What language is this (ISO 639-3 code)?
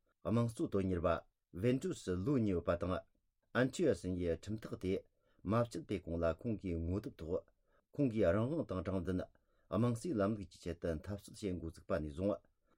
bod